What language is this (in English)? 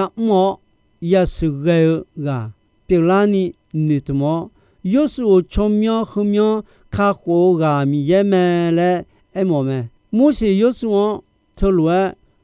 Akha